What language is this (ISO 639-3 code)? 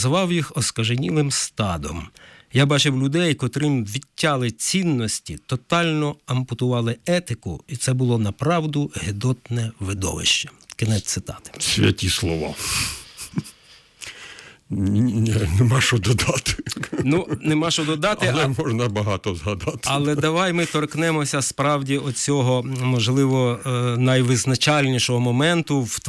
ukr